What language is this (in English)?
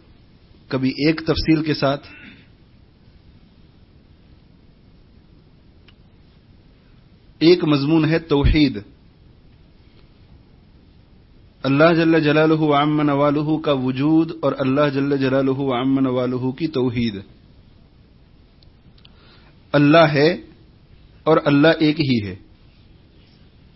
Urdu